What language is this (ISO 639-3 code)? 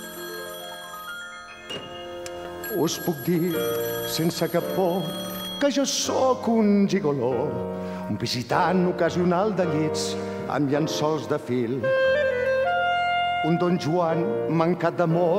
cat